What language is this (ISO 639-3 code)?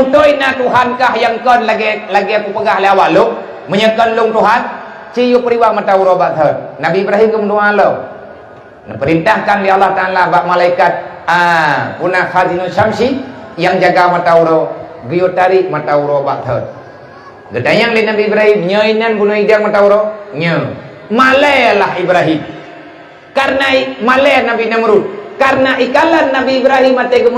ace